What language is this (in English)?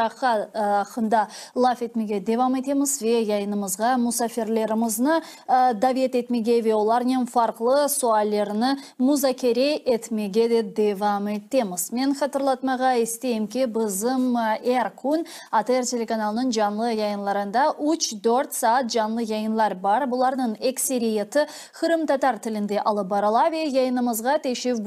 Crimean Tatar